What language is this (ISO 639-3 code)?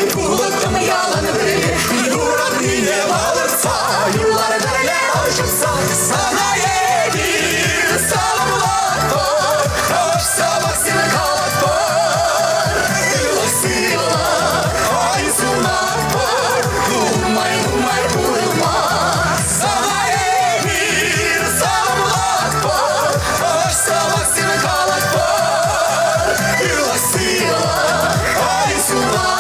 chv